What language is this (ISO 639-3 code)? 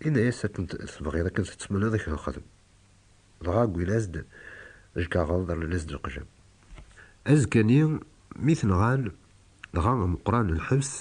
kab